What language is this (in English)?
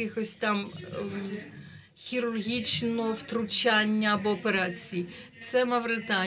Ukrainian